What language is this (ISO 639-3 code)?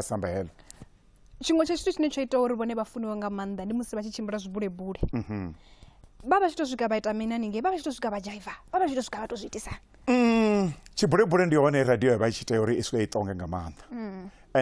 ven